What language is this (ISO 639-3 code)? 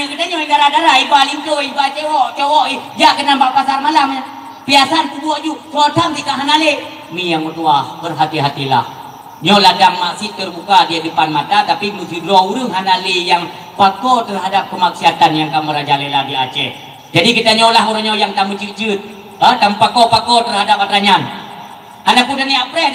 ace